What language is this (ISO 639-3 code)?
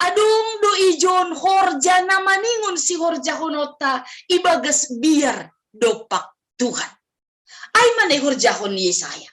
bts